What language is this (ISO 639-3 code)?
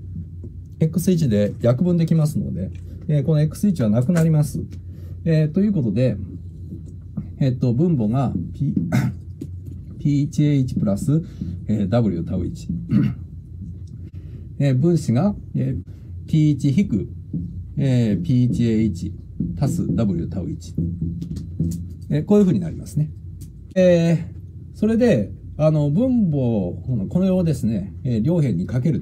jpn